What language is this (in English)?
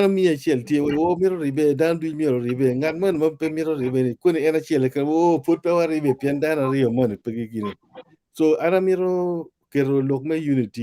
Acoli